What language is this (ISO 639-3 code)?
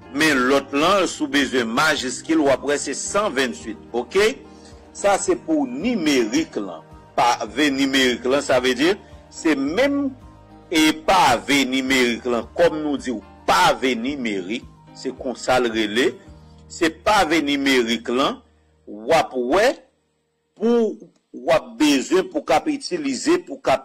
hat